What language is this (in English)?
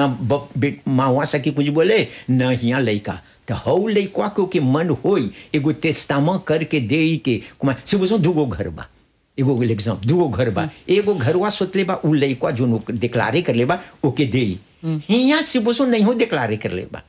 Bhojpuri